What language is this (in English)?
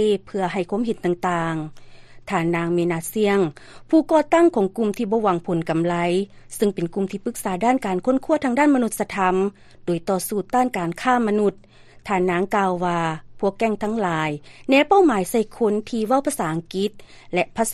Lao